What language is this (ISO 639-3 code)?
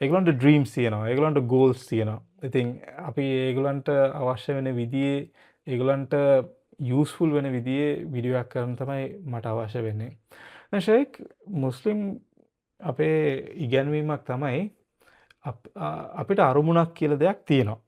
sin